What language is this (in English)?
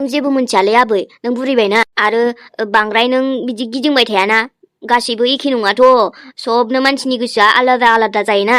Bodo